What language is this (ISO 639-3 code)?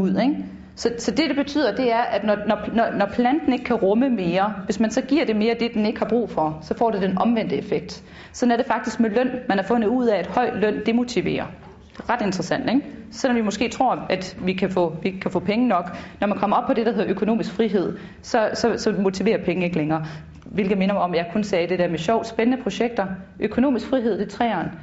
dan